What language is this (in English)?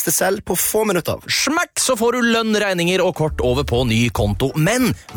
Norwegian